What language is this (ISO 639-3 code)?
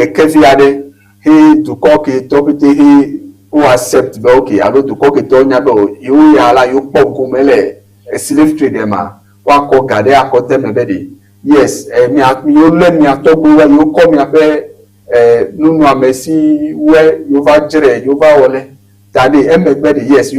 ewe